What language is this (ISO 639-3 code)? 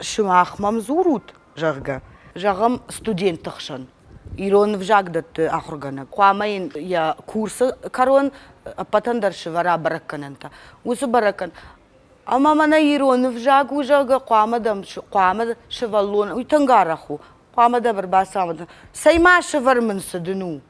oss